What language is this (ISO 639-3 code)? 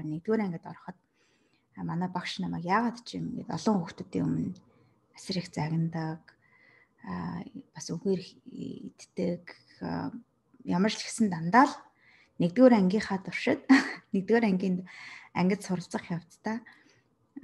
mon